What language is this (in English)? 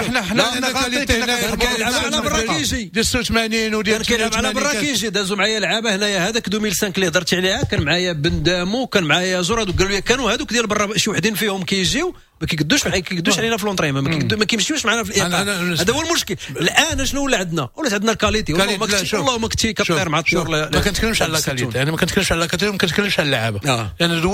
Moroccan Arabic